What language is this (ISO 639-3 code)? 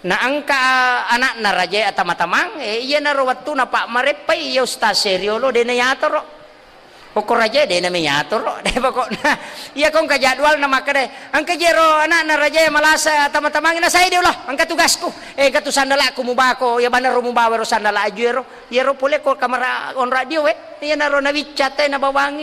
bug